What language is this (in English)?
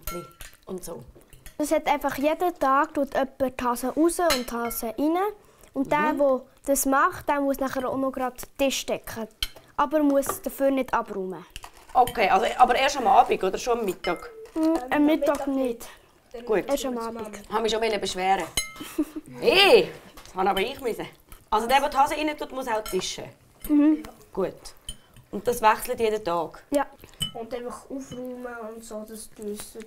Swiss German